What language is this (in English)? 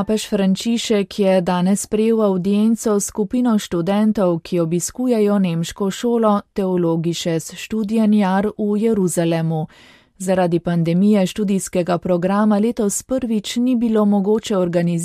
Slovenian